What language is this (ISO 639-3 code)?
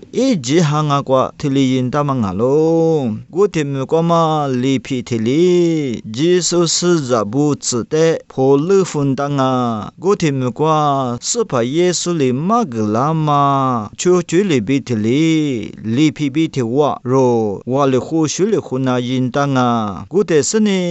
lis